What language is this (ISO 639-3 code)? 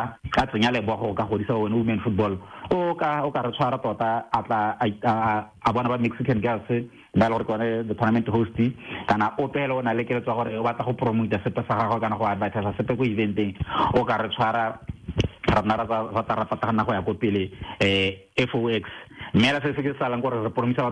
tsn